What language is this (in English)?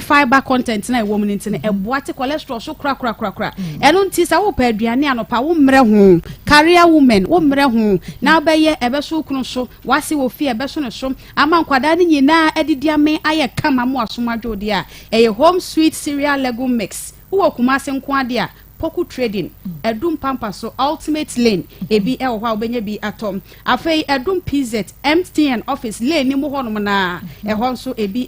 Akan